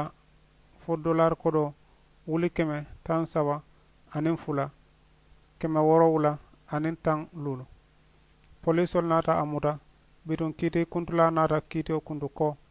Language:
Mandingo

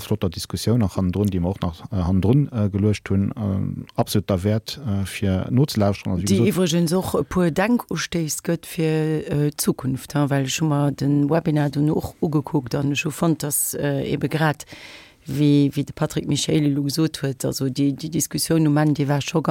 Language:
Luxembourgish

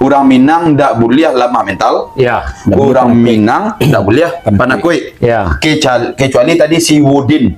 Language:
Minangkabau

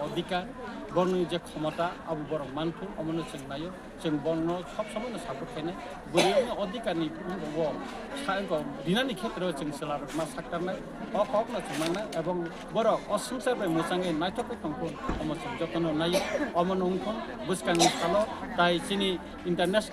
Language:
Kok Borok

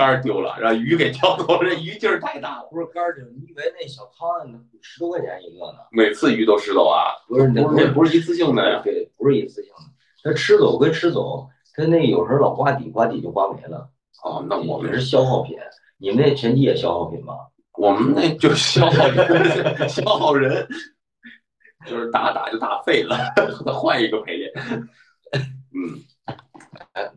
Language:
Chinese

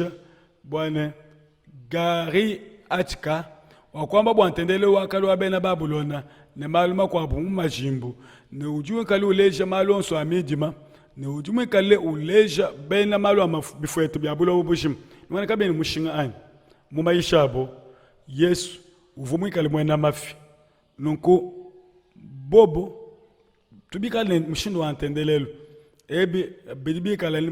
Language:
Luba-Lulua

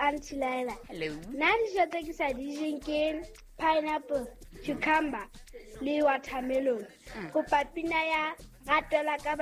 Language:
Southern Sotho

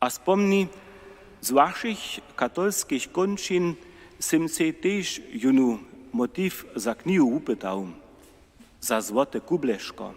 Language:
Upper Sorbian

